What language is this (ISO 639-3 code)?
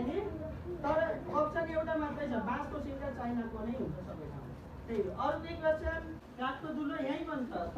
nep